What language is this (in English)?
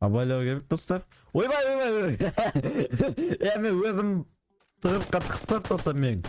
Kazakh